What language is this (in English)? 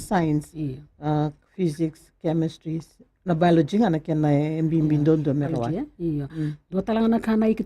Fijian